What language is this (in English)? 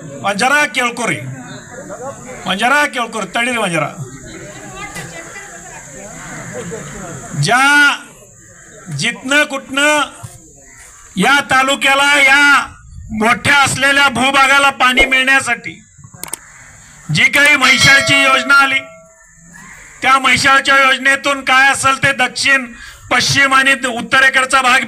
Marathi